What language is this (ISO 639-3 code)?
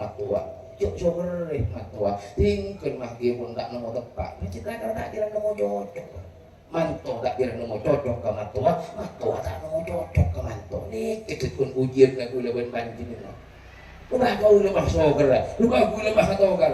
mad